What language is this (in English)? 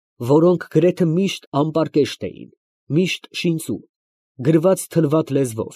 Armenian